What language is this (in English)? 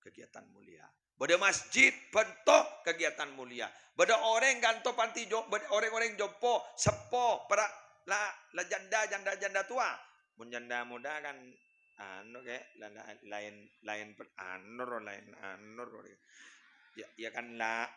Madurese